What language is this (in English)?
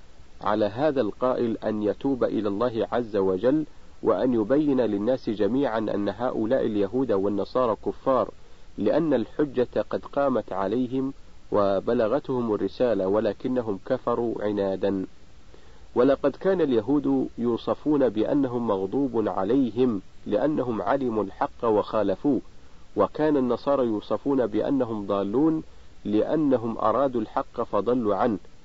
Arabic